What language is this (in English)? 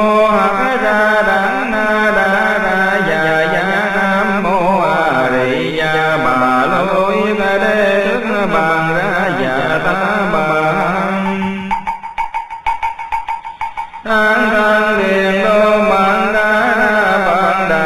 Vietnamese